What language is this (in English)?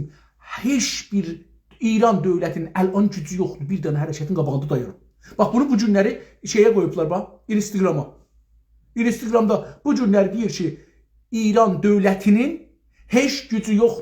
South Azerbaijani